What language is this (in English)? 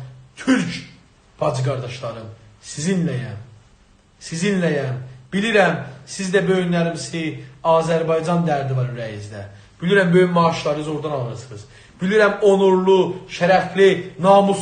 South Azerbaijani